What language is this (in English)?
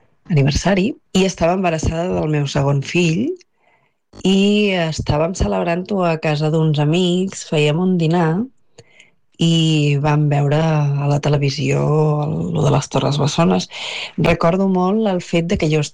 Catalan